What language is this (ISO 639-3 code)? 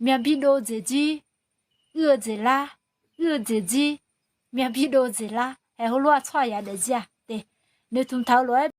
ahk